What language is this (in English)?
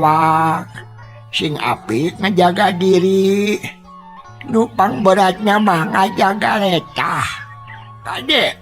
Sundanese